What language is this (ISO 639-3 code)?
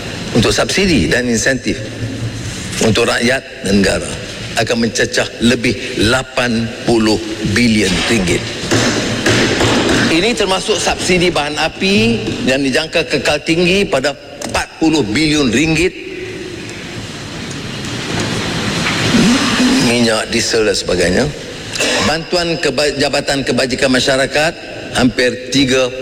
msa